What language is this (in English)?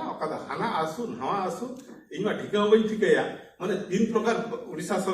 Santali